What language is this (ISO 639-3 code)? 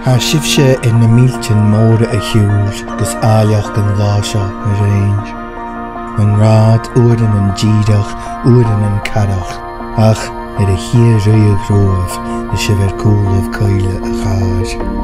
gla